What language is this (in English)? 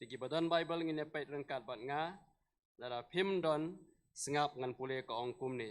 Khasi